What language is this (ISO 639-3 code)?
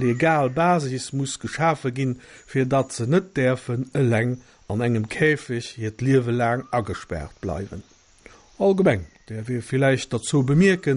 ltz